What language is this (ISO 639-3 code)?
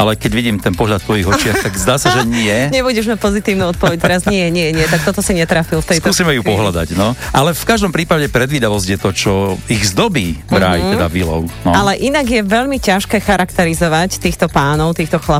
slk